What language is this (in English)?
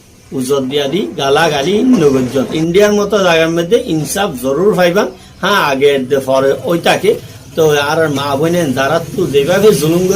Rohingya